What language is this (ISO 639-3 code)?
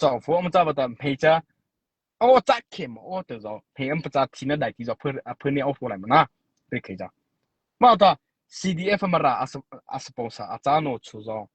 mrh